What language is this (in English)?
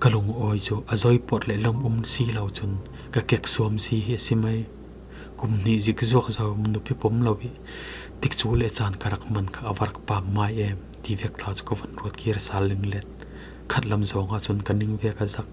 Falam Chin